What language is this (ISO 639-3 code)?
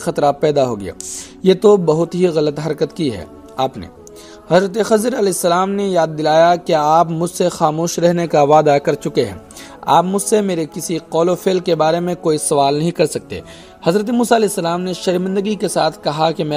urd